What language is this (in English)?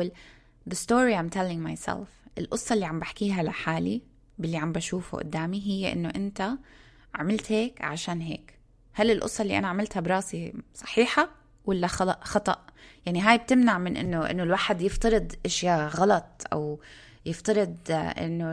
North Levantine Arabic